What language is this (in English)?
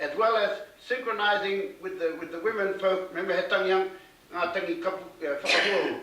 Māori